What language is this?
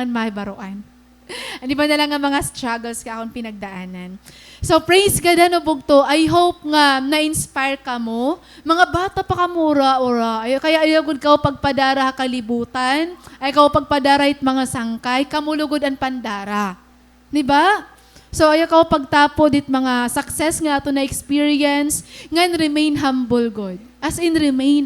Waray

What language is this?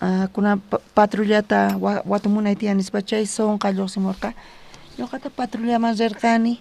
South Bolivian Quechua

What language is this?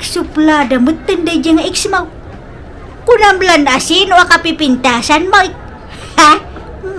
Iloko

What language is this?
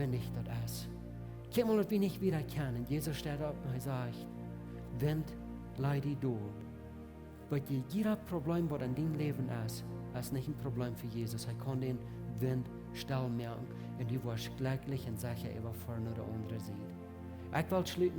Plautdietsch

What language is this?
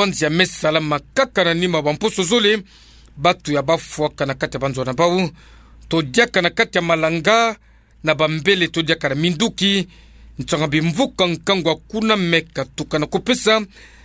Kituba (Democratic Republic of Congo)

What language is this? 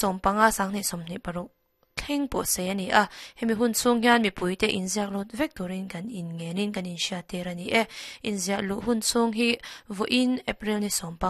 Mizo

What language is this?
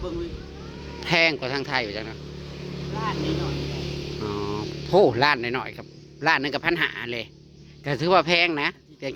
Northeastern Thai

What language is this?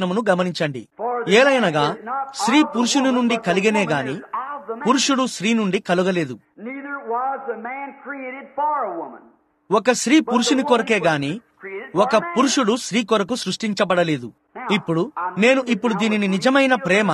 Telugu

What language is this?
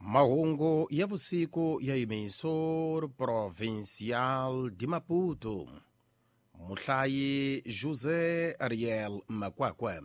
Tsonga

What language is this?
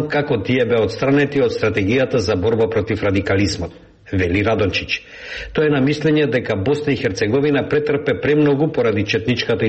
Macedonian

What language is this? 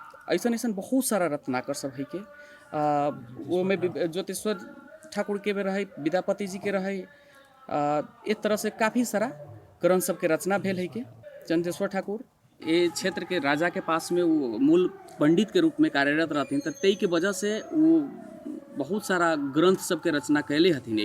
Maithili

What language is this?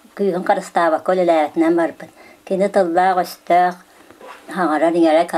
Yakut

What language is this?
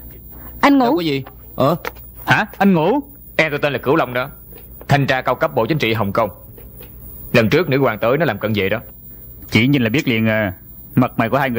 Vietnamese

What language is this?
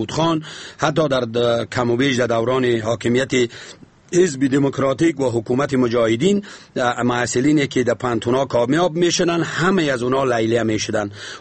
Persian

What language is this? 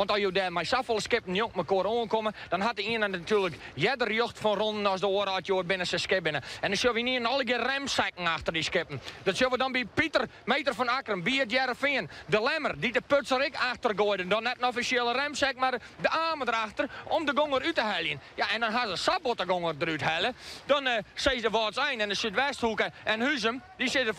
Western Frisian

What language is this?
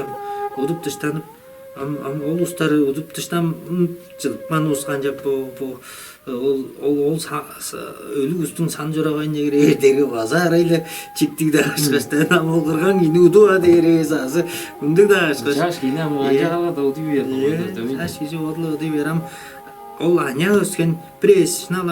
Tuvinian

